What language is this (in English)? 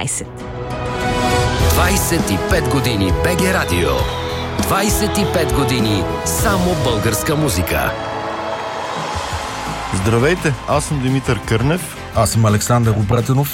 Bulgarian